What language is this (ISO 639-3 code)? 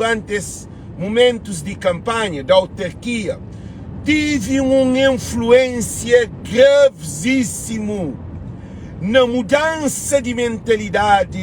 kea